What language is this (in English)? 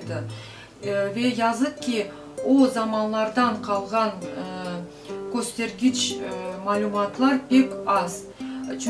Crimean Tatar